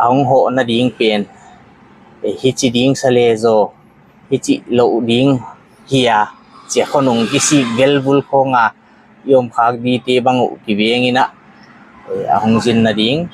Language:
Paite Chin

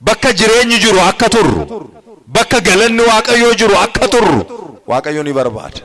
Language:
Oromo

